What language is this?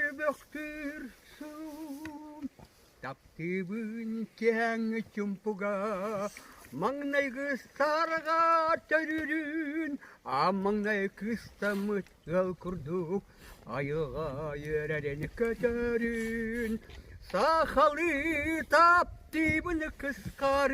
Yakut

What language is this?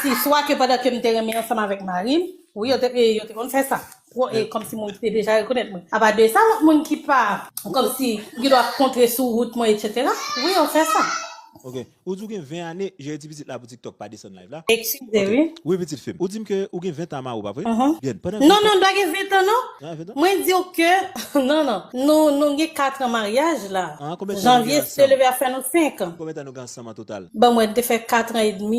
Haitian Creole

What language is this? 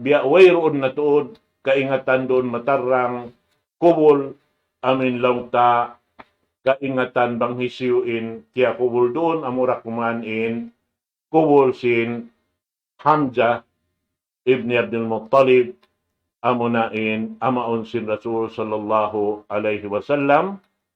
Tausug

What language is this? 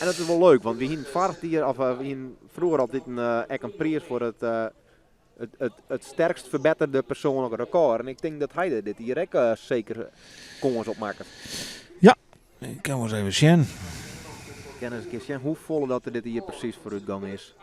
Western Frisian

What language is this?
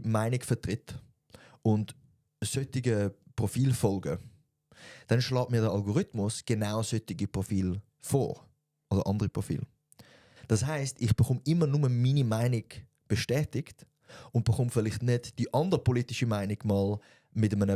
Swiss German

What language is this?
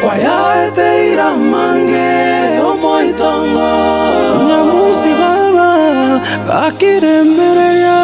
Gusii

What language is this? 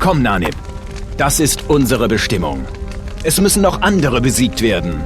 Bavarian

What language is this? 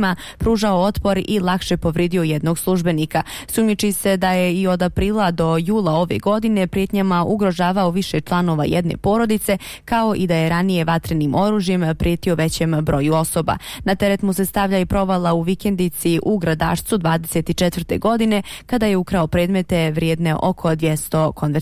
Bosnian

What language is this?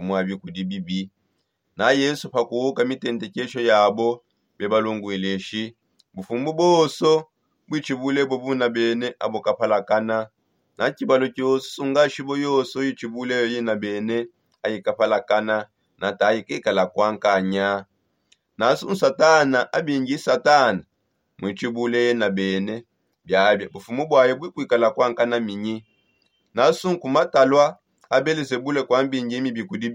Songe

